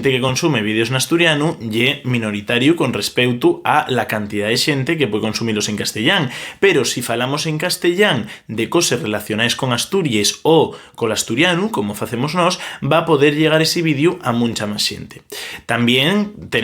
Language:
Asturian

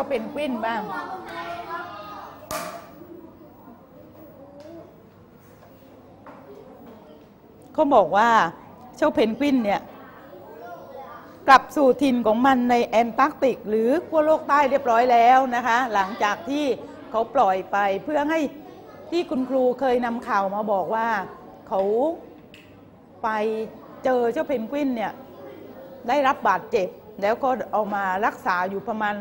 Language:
Thai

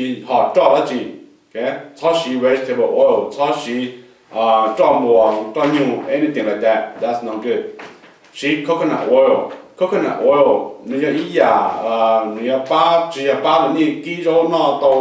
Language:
Hmong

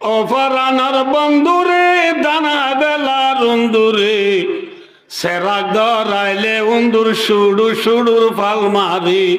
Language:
Rohingya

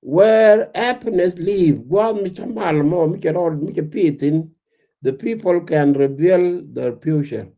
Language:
Nuer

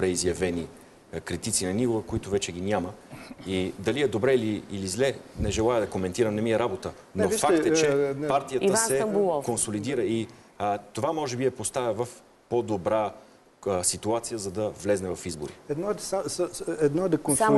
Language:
Bulgarian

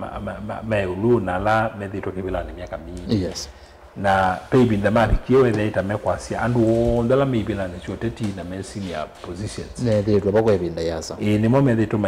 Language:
Kamba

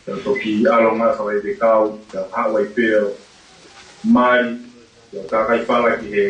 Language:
Tongan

